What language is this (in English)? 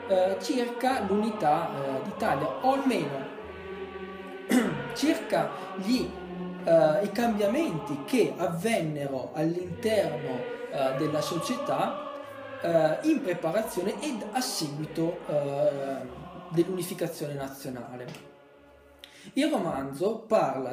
Italian